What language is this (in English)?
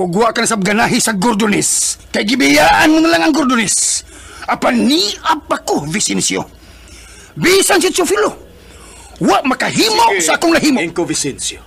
Cebuano